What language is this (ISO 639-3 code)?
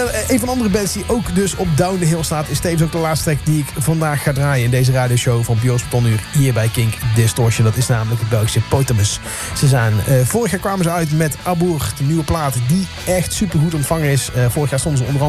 nld